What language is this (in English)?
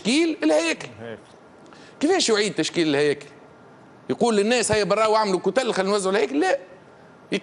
Tunisian Arabic